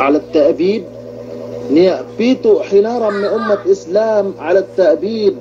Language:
Yakan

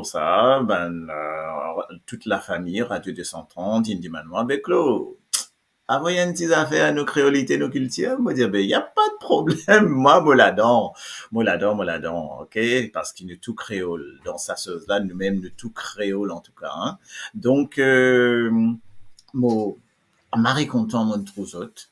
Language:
Morisyen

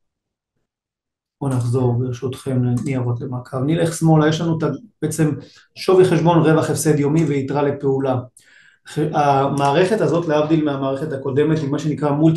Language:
Hebrew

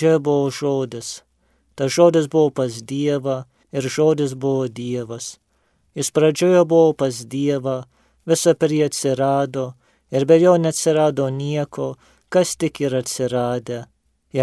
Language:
Lithuanian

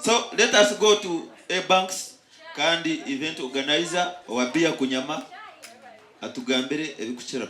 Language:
Nyankole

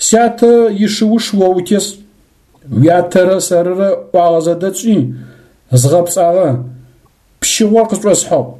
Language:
Adyghe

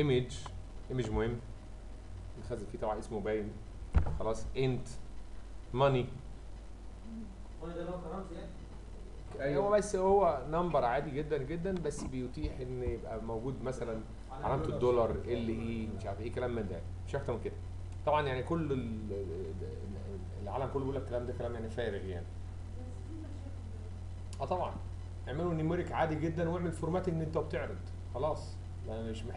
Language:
Egyptian Arabic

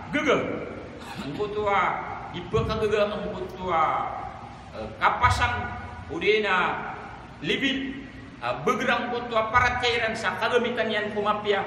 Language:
Maranao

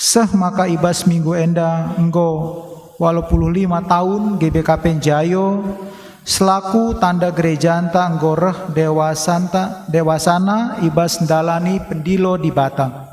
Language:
Batak Karo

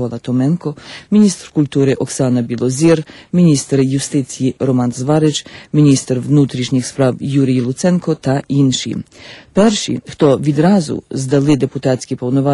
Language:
Ukrainian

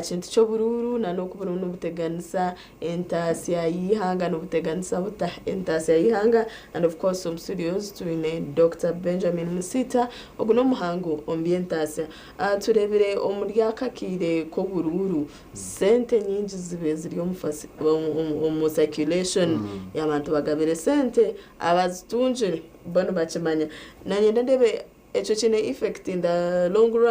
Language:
Nyankole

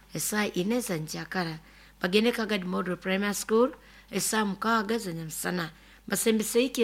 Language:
Nyoro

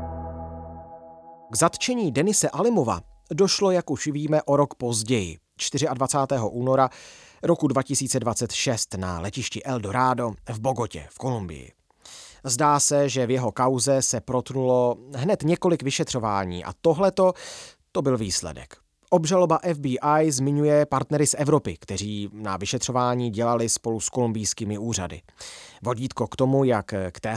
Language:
Czech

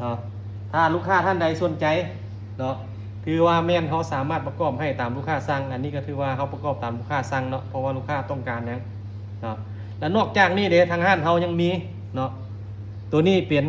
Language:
Lao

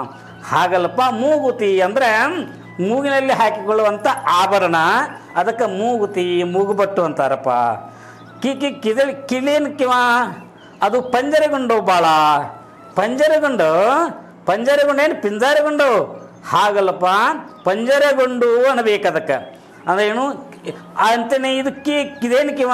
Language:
Kannada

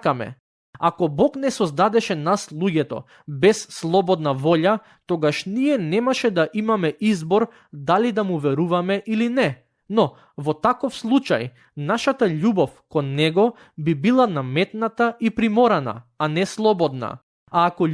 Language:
Macedonian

